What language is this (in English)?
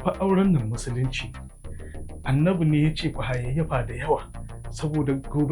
Hausa